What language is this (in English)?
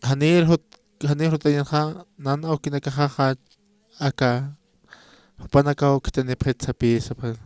Aymara